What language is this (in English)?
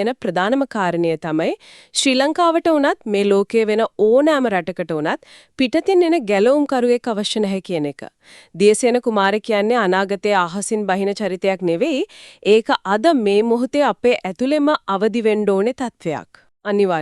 Sinhala